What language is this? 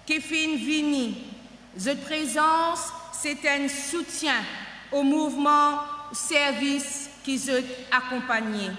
Morisyen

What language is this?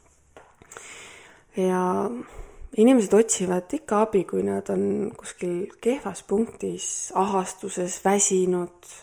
Estonian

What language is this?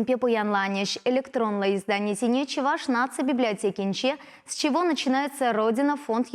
Chuvash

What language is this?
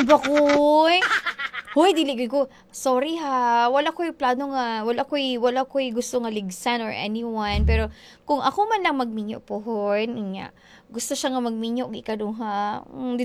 Cebuano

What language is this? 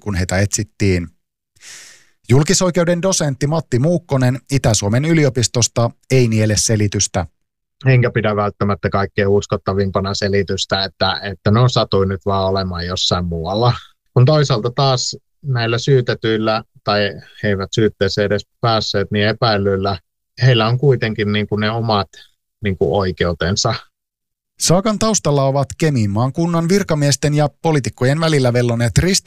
Finnish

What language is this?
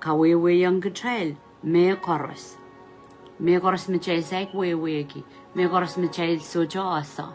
Pohnpeian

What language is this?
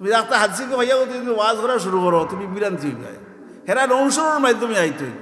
Sylheti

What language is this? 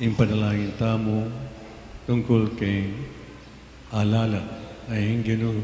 Pampanga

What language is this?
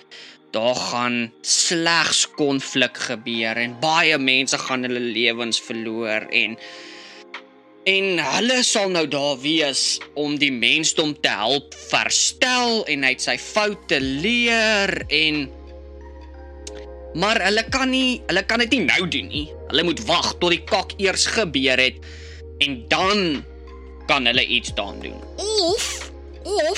Afrikaans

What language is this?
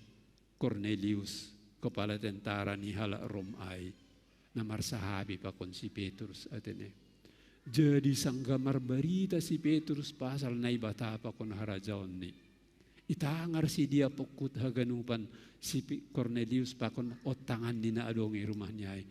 Batak Simalungun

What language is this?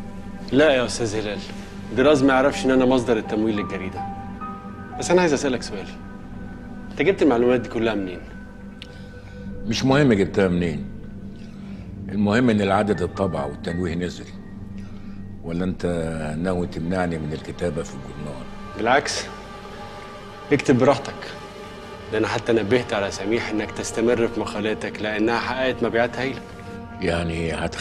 Egyptian Arabic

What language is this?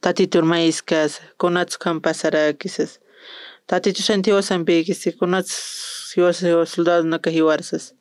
Aymara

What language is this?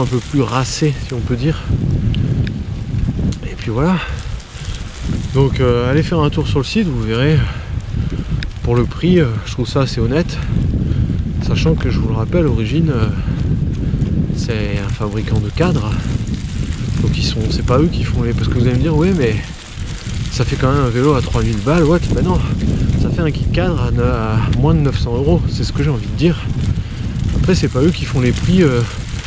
French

